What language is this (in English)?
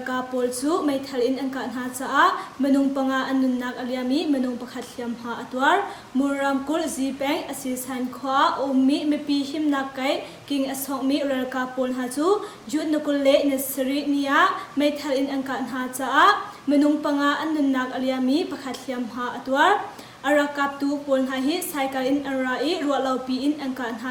Hakha Chin